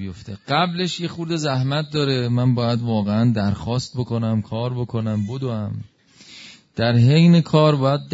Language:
Persian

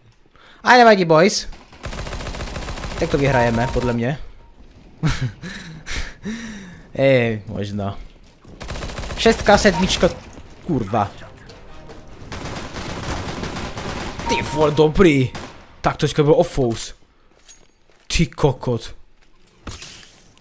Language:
Czech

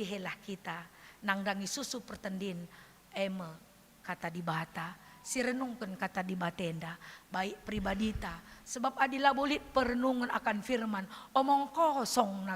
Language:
Batak Karo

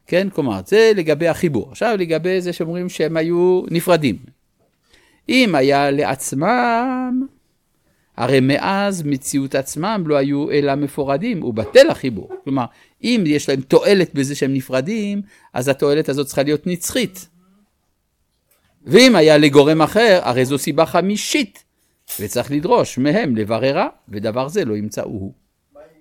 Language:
Hebrew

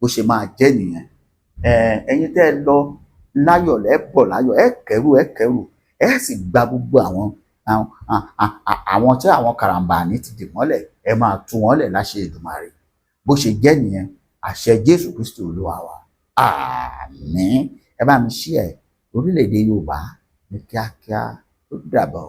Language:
Yoruba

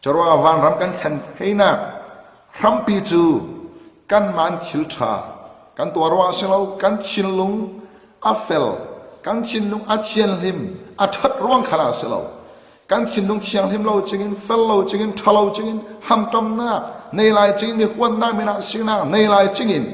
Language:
Falam Chin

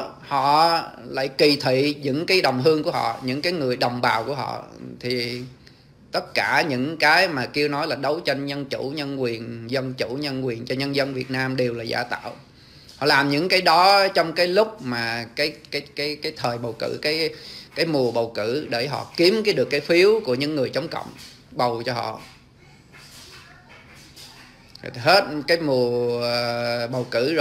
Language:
Vietnamese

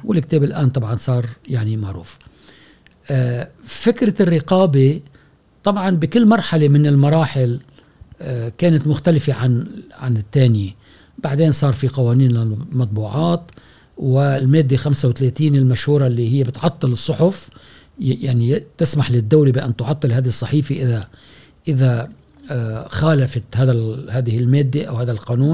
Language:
Gulf Arabic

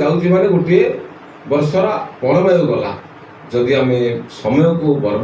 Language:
Odia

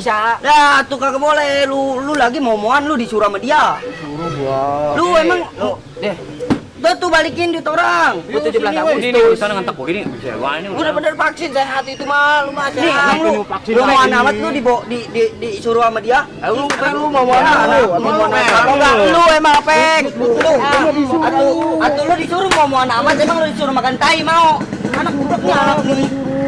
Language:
Betawi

